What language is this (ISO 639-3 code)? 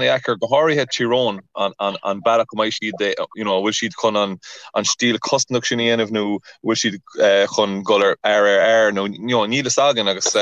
gle